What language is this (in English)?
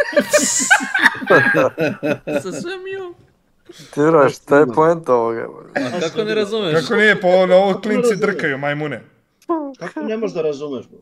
Serbian